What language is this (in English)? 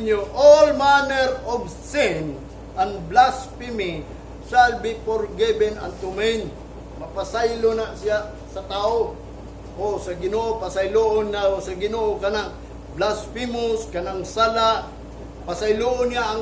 Cebuano